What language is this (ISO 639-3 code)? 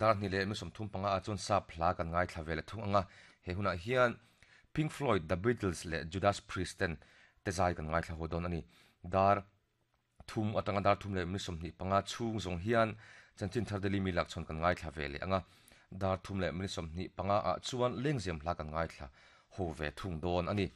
lus